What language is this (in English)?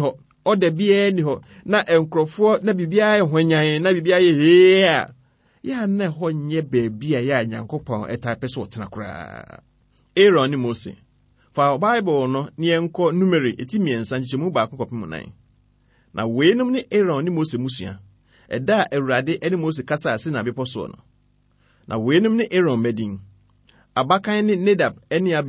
Akan